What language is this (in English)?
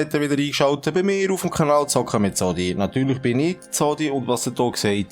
Swiss German